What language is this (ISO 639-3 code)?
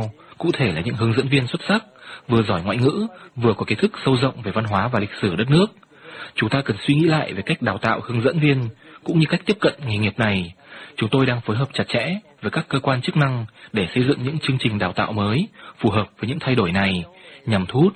vie